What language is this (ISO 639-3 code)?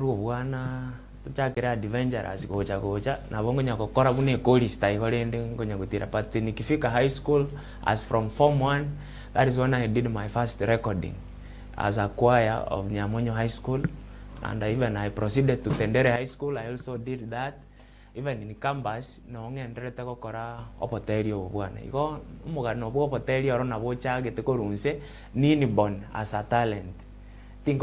guz